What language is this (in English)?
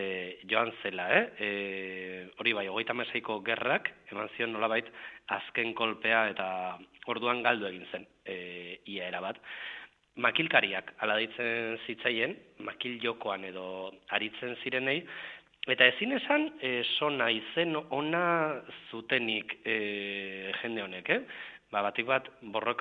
Basque